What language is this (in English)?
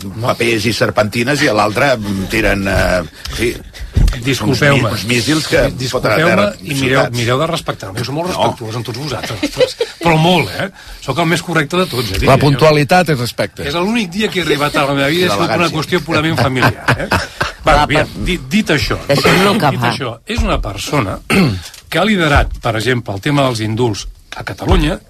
Catalan